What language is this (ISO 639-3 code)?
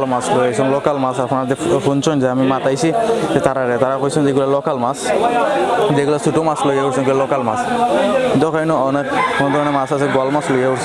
syl